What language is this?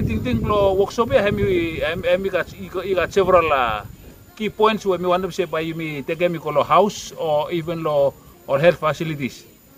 Bislama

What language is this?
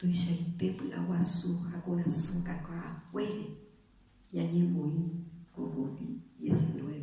Guarani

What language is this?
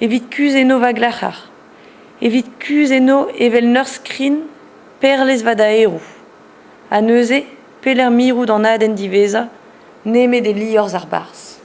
Breton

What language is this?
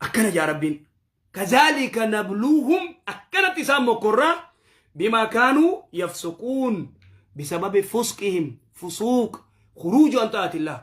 Oromo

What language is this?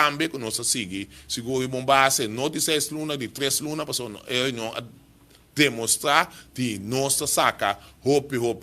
Papiamento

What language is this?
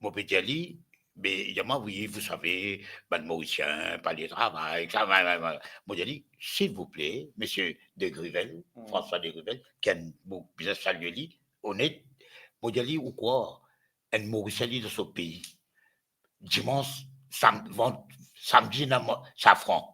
Morisyen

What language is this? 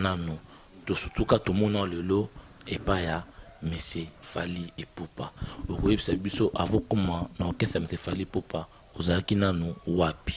Lingala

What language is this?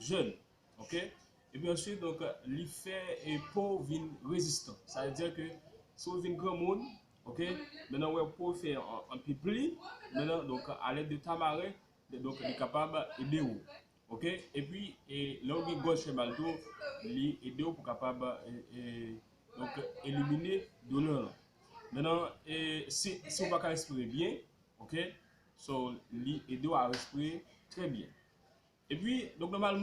Haitian Creole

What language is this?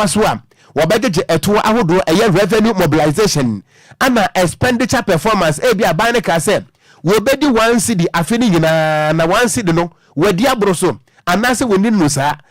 Akan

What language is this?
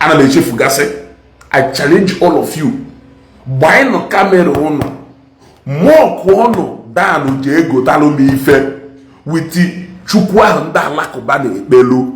Igbo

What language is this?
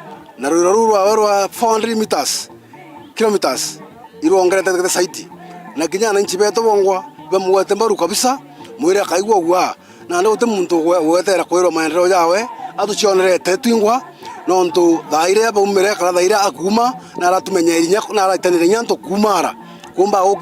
Meru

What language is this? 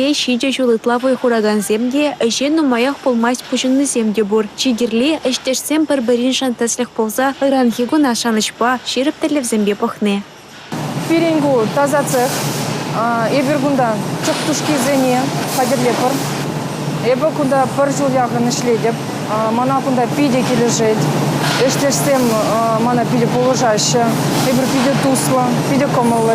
Chuvash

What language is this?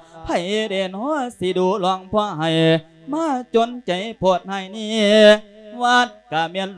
Lao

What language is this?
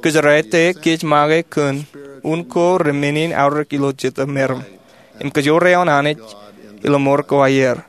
Marshallese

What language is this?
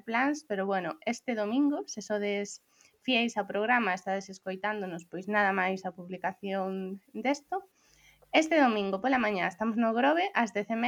Galician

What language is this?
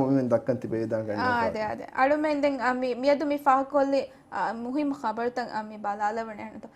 Divehi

